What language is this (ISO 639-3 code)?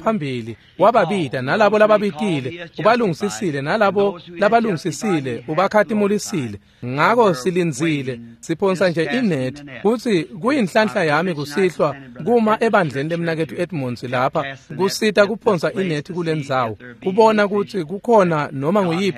ssw